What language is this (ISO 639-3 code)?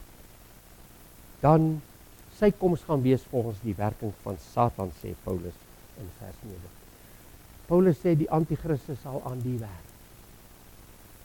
afr